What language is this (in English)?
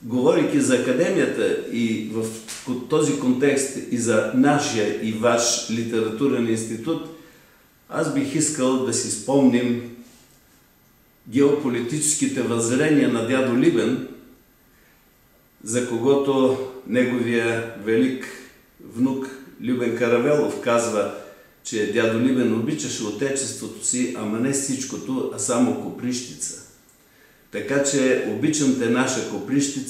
Bulgarian